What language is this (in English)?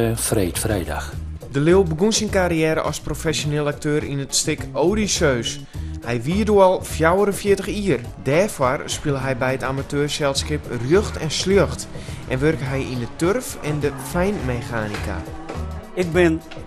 Western Frisian